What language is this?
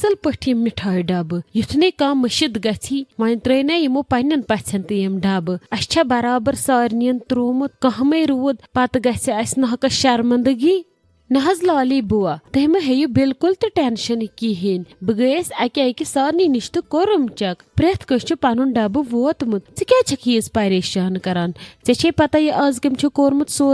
Kashmiri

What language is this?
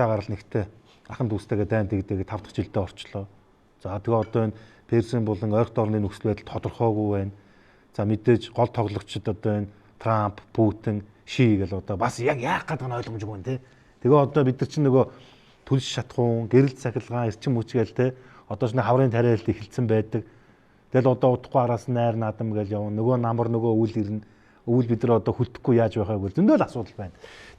Mongolian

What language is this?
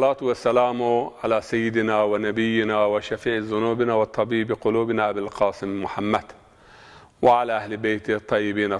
Zaza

